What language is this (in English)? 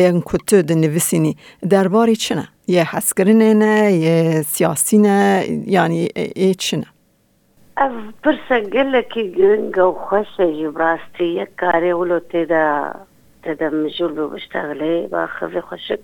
Kurdish